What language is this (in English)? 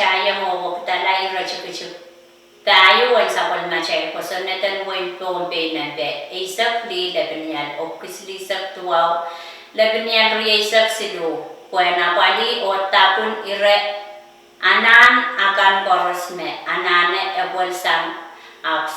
Pohnpeian